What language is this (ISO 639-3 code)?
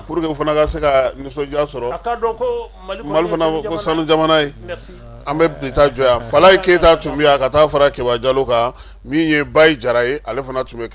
bam